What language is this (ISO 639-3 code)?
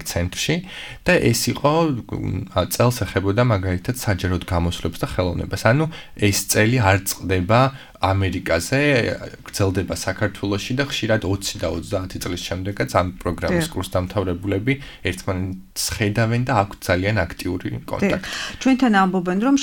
kat